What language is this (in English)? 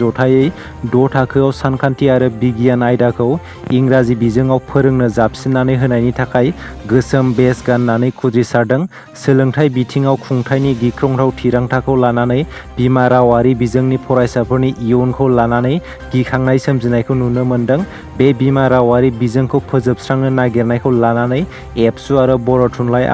Bodo